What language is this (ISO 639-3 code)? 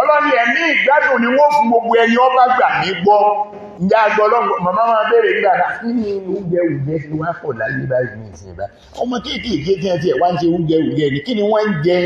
yor